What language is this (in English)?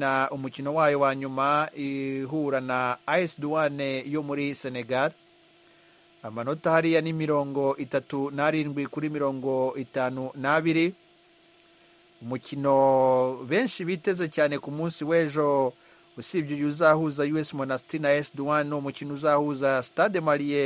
Kinyarwanda